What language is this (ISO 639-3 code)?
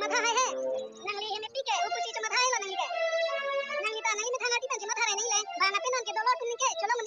mjw